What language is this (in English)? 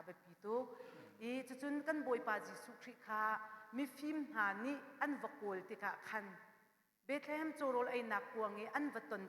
Hakha Chin